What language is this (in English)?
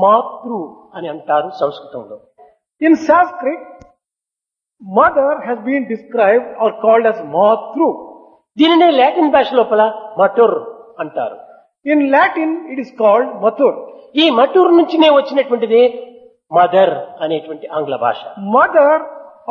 Telugu